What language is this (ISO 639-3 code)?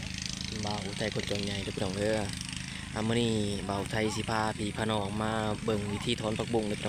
tts